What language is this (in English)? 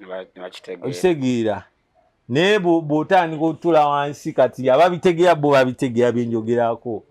Ganda